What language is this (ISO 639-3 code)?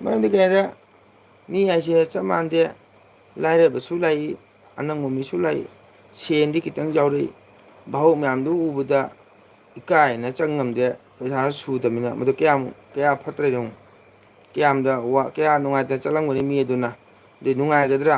mni